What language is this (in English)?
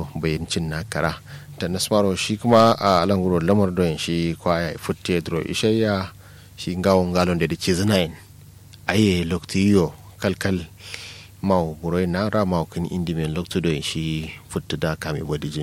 Kanuri